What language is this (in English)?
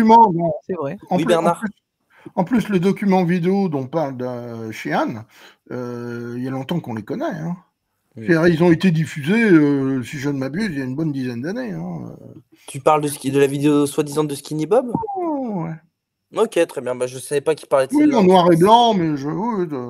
French